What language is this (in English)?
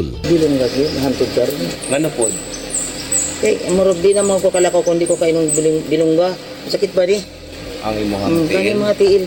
Cebuano